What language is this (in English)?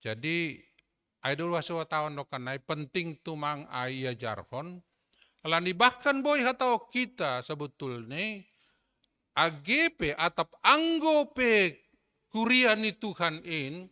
Batak Simalungun